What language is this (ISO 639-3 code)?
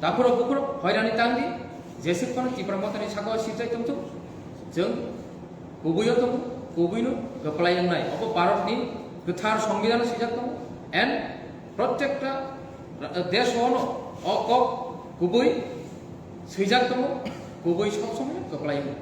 trp